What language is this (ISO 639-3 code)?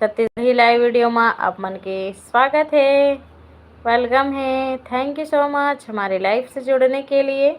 hne